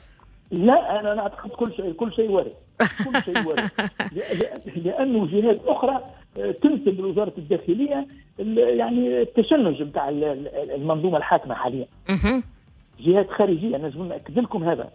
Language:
Tunisian Arabic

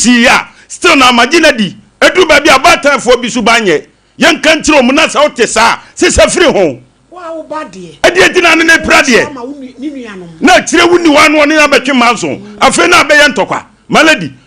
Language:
Akan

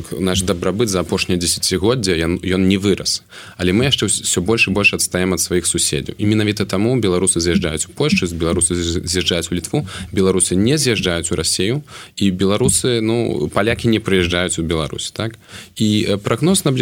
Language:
Belarusian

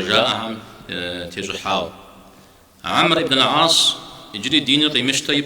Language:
Kabardian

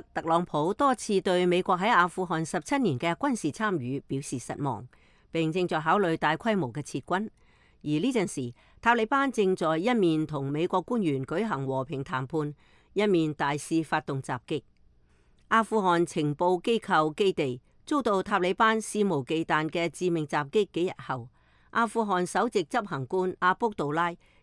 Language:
Cantonese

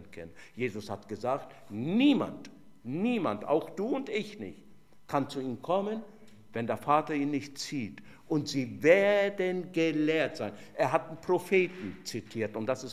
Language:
German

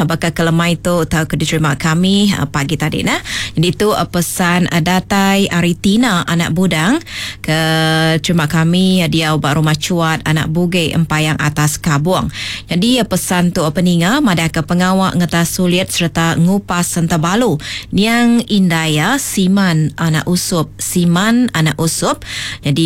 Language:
Iban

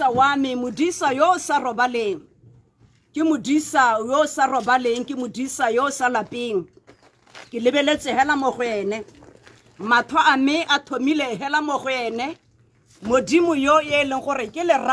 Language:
Tswana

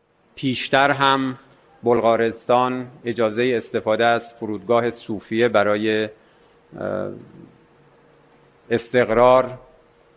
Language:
Persian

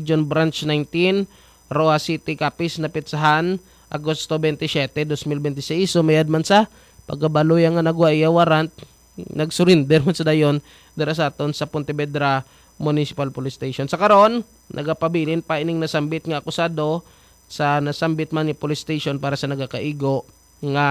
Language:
Hiligaynon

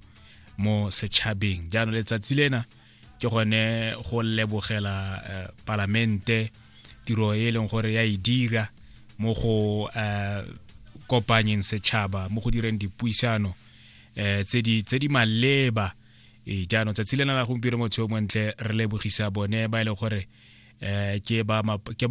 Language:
Tswana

